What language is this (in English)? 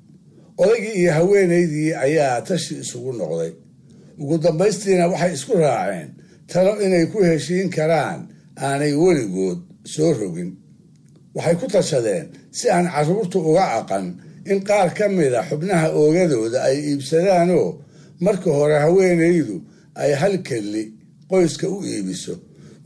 Somali